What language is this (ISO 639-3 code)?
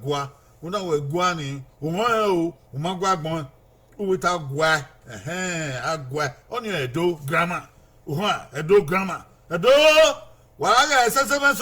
bin